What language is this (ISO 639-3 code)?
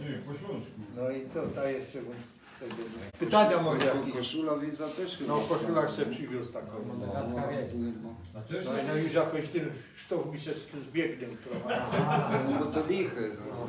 szl